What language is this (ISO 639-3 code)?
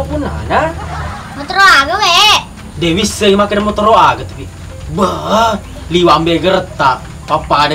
bug